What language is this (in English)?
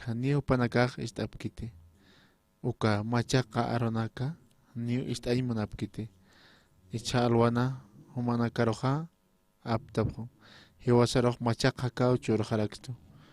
Aymara